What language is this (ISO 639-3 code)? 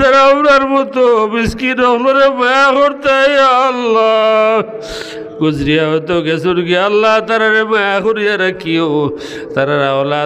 syl